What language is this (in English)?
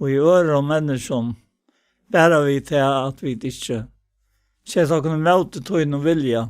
Faroese